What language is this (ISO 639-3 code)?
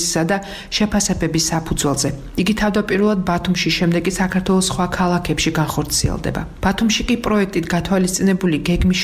kat